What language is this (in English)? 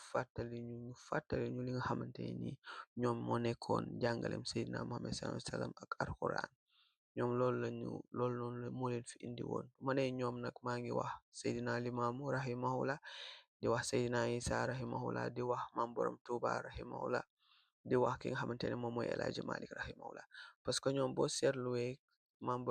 Wolof